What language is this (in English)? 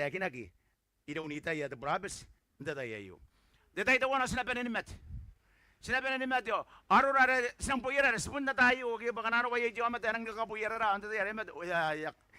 Gilbertese